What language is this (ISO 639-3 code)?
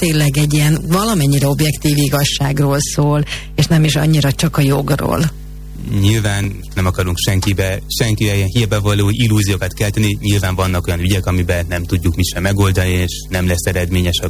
hun